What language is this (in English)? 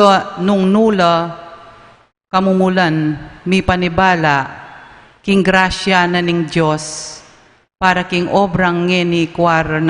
Pampanga